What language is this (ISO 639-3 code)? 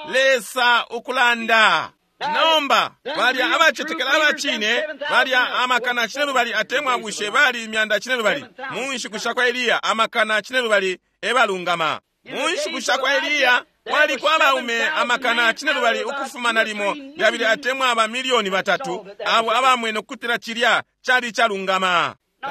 bem